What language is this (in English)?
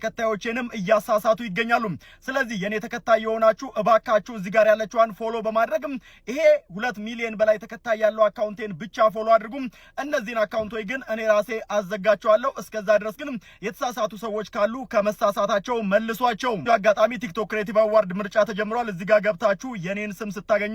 Amharic